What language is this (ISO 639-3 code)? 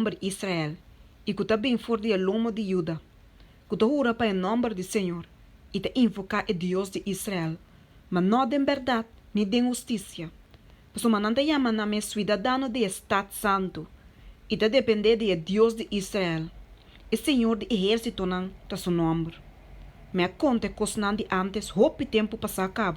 pap